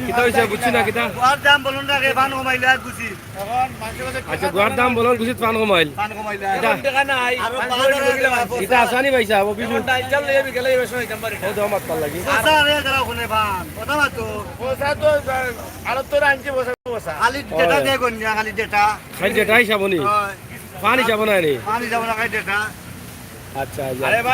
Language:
Sylheti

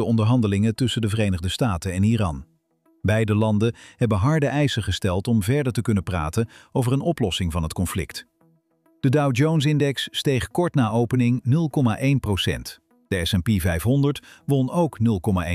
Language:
Dutch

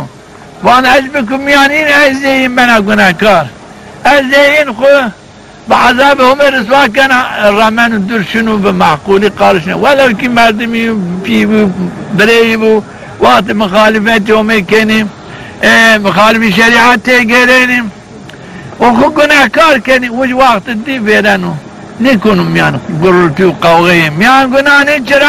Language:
Zaza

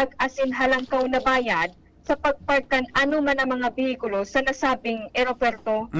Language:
Bikol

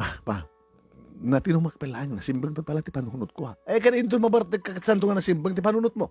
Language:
Iloko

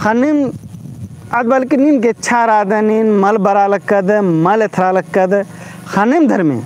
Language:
Kurukh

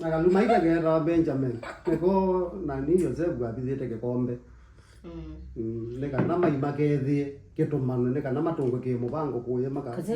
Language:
Kamba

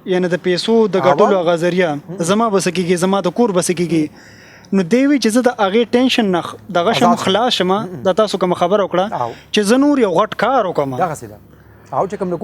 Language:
Pashto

